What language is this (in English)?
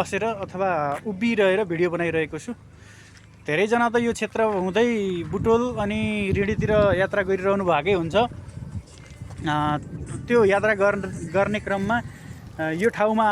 Nepali